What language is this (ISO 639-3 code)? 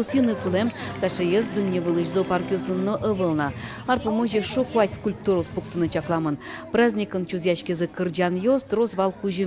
udm